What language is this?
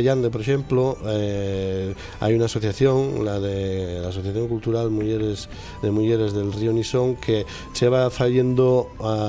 Asturian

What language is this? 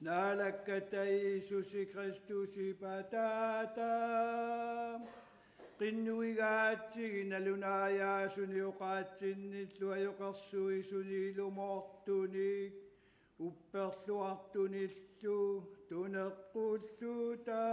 Kalaallisut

